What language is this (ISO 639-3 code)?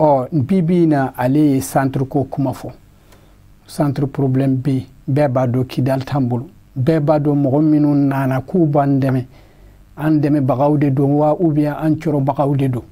bam